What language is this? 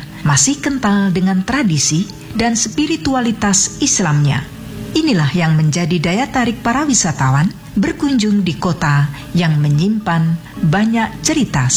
Indonesian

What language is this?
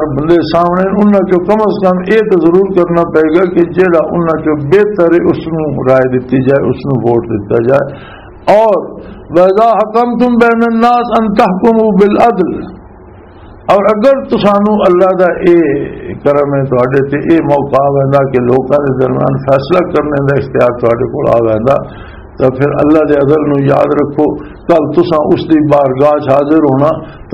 Western Panjabi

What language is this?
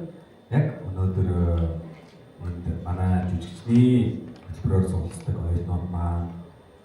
Mongolian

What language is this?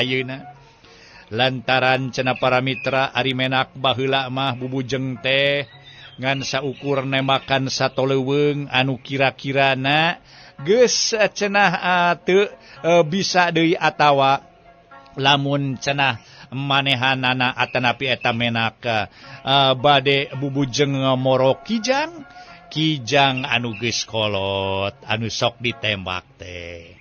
Sundanese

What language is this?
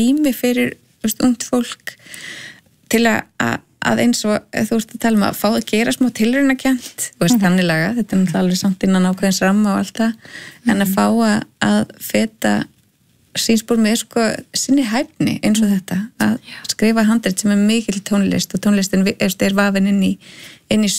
Icelandic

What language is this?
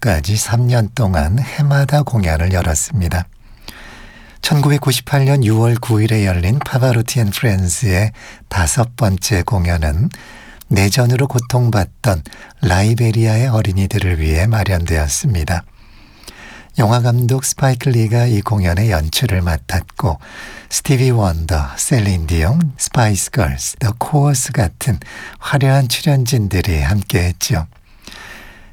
Korean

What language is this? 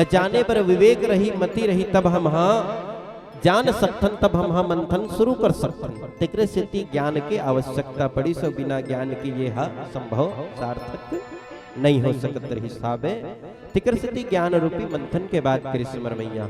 Chhattisgarhi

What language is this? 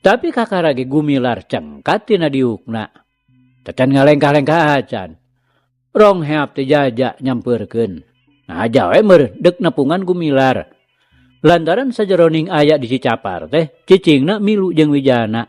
Sundanese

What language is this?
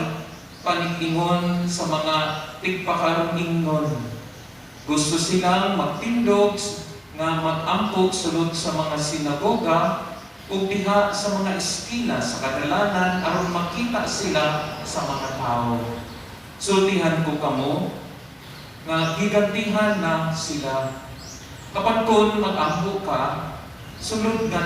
Cebuano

